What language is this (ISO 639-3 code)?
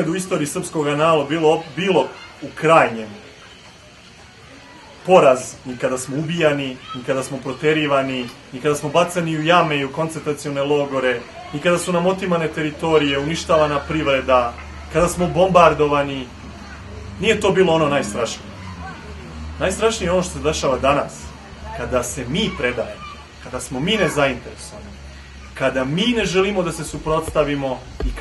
srp